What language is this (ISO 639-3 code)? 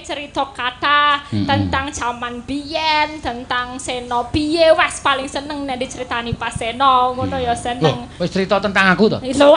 jav